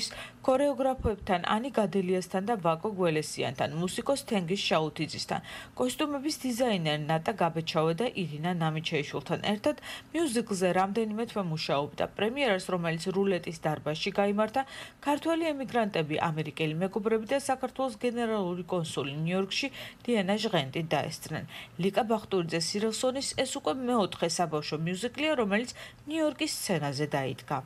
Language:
Georgian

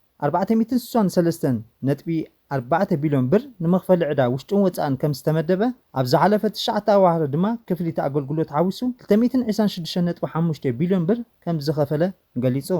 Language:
Tigrinya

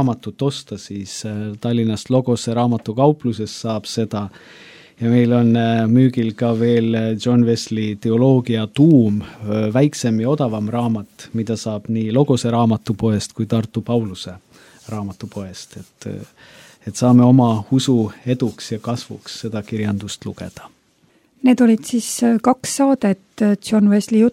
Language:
Estonian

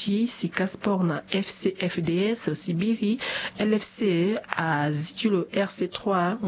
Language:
Sango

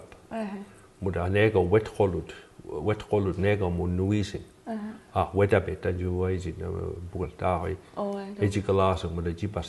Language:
Mi'kmaw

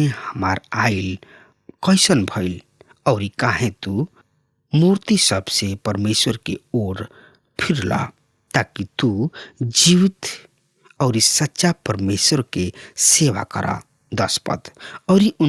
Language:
Bhojpuri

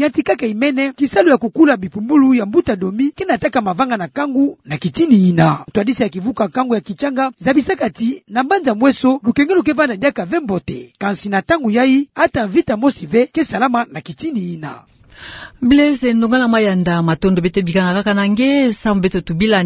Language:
Kituba (Democratic Republic of Congo)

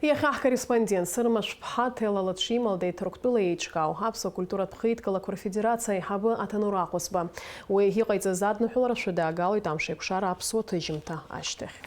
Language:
Abkhazian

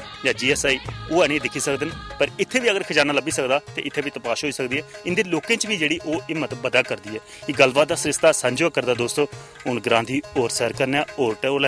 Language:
Dogri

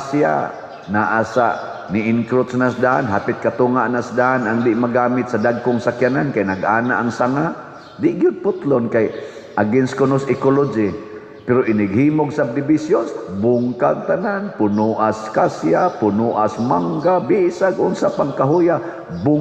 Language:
Cebuano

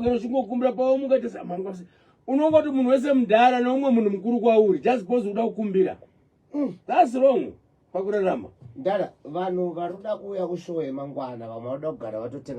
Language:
Shona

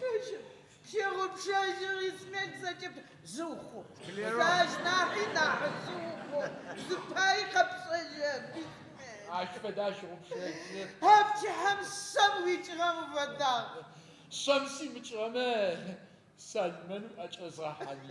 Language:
Adyghe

